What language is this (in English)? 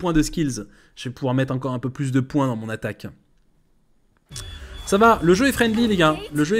French